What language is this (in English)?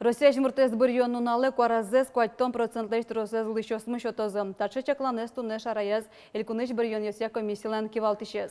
Udmurt